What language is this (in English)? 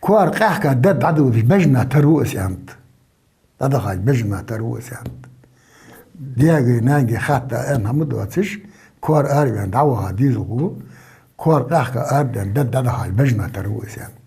Ingush